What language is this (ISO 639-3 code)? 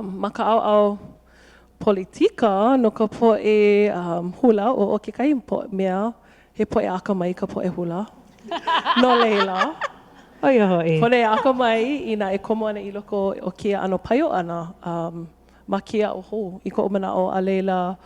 haw